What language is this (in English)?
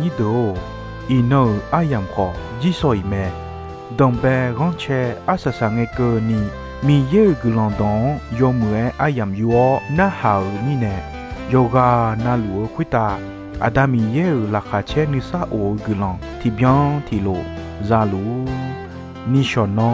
Akha